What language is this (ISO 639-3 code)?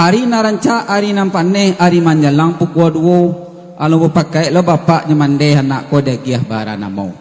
min